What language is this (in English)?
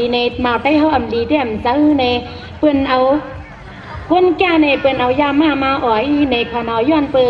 Shan